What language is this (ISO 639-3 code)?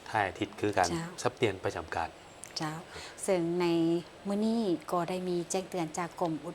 lao